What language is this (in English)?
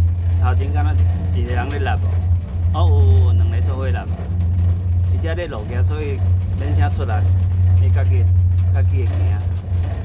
Min Nan Chinese